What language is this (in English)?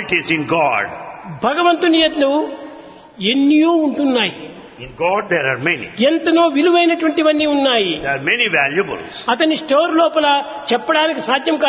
Telugu